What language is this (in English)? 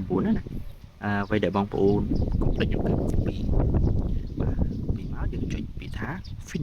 Khmer